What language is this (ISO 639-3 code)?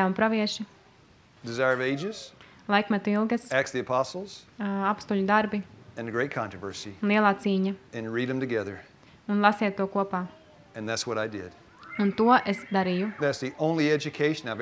lav